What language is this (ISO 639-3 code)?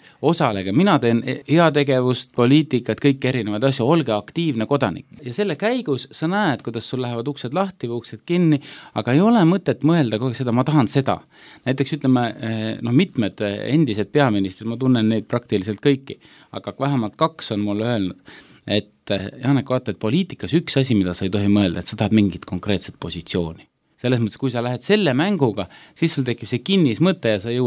est